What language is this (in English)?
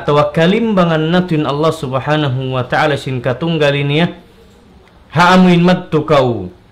Tausug